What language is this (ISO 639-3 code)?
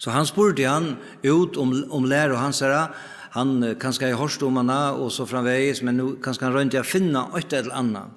fao